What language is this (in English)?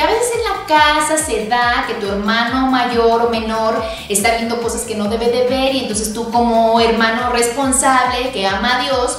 Spanish